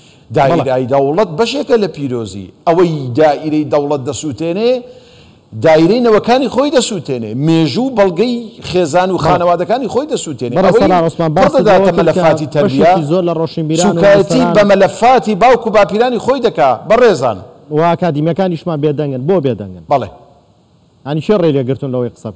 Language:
Central Kurdish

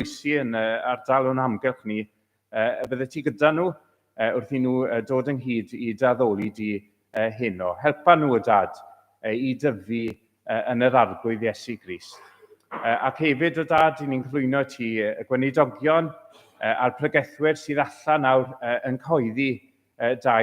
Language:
Welsh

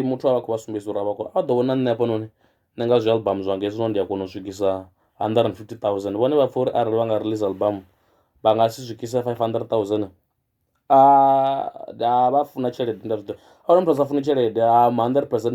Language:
Venda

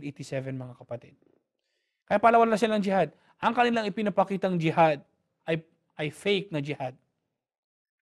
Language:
Filipino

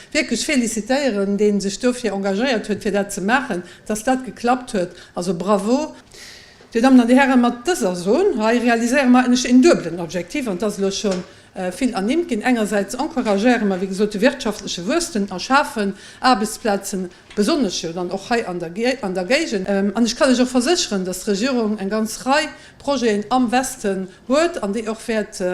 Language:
Luxembourgish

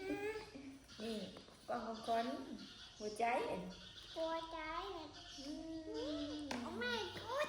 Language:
Northeastern Thai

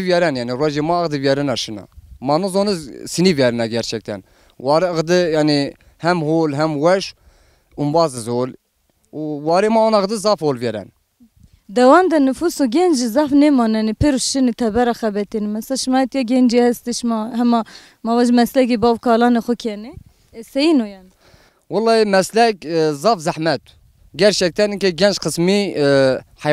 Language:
Zaza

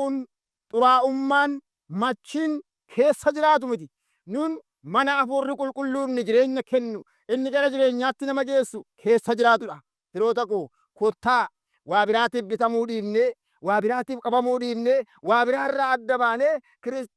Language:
Oromo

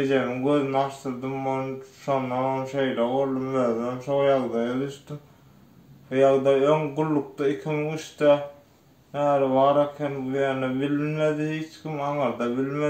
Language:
Turkmen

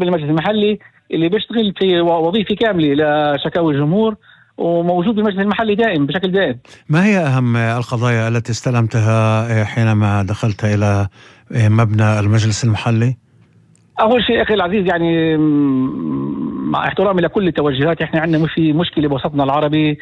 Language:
North Levantine Arabic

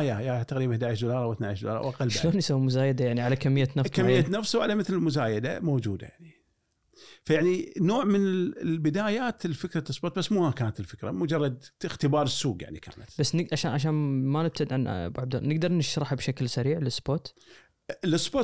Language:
Gulf Arabic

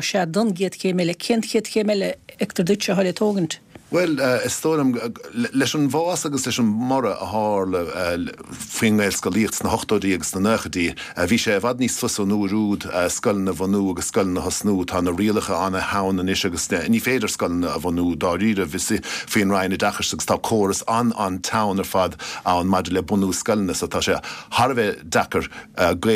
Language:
Irish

